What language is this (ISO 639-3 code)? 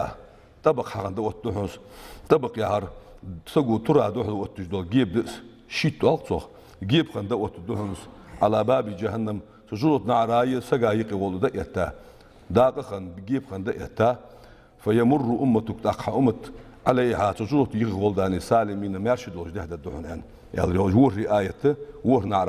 inh